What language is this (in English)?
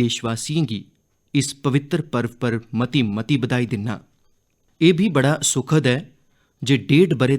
Dogri